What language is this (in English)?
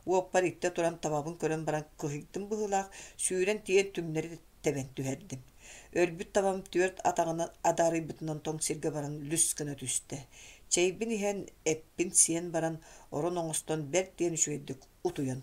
Yakut